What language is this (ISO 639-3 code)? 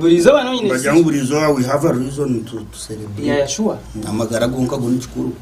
nyn